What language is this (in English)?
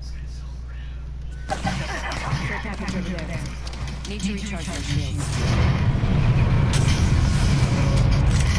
English